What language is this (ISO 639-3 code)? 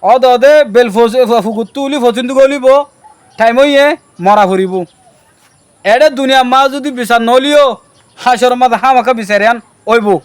rhg